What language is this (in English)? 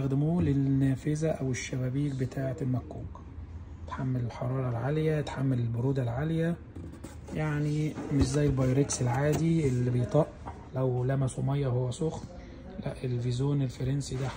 Egyptian Arabic